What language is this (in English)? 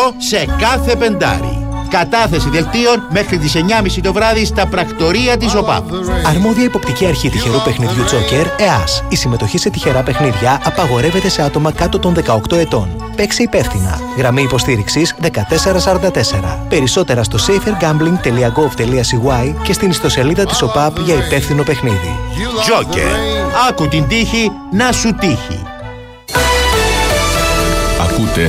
Greek